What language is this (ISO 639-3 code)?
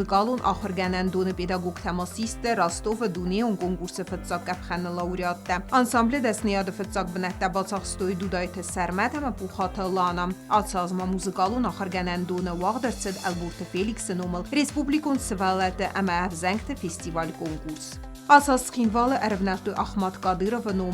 oss